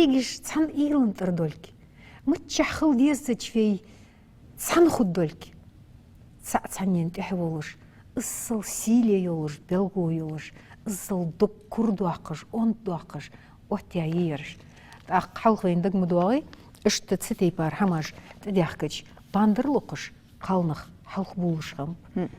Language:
Ingush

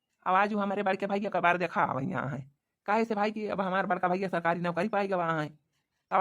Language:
Awadhi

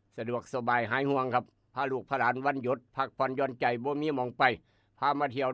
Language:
Northeastern Thai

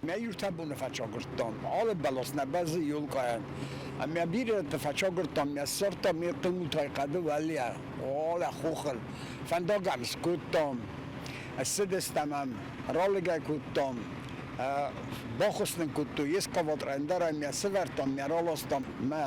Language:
Ossetic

